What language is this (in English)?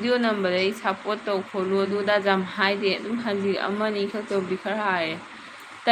Manipuri